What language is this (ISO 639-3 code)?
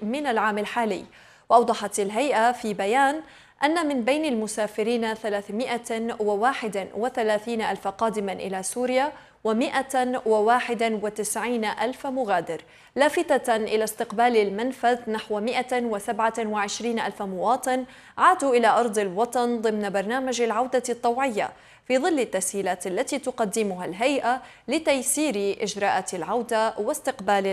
ara